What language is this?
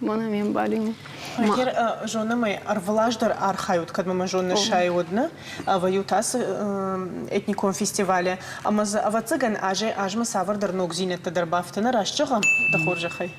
Ossetic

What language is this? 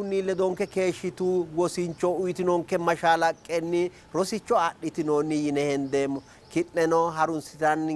Sidamo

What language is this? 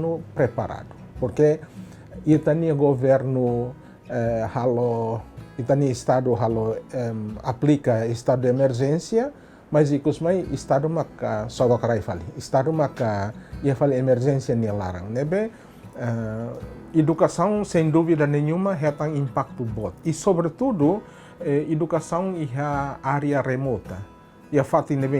Tetum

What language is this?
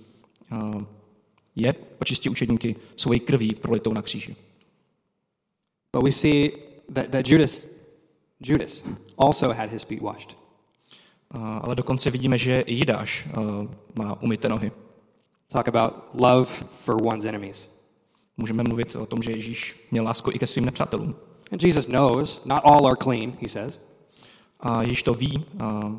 Czech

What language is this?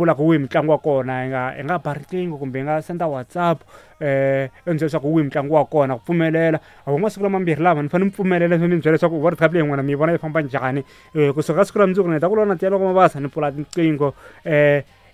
Tsonga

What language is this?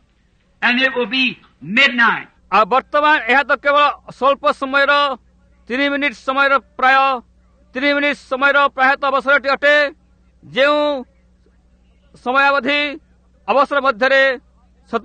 Odia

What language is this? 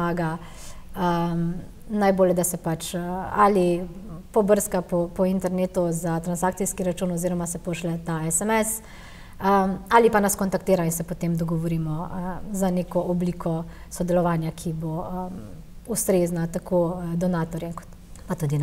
Slovenian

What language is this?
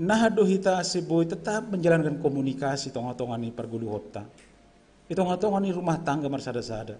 Batak Simalungun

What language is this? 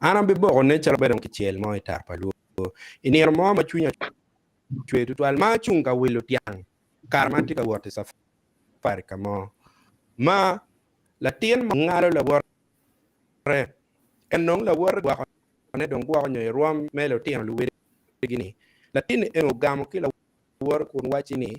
Acoli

